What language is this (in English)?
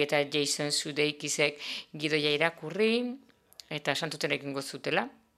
Basque